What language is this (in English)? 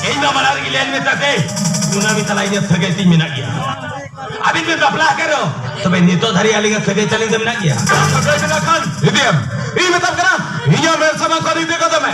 Santali